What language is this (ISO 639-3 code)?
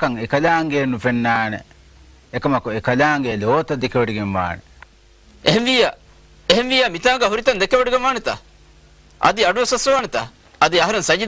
div